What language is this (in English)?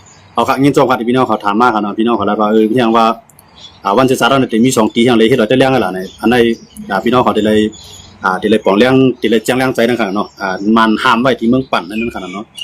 Shan